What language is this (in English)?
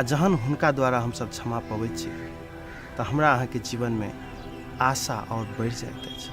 Maithili